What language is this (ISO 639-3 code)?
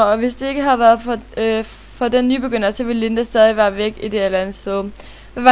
dan